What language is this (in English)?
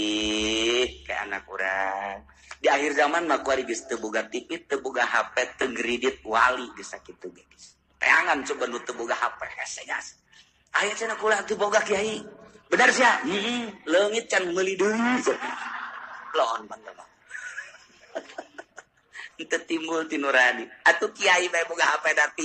Sundanese